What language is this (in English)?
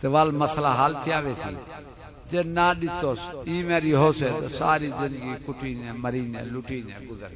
Saraiki